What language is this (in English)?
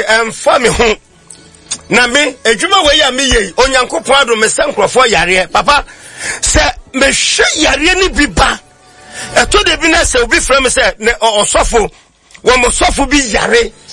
Akan